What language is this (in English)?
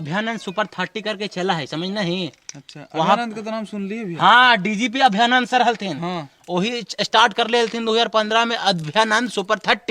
Magahi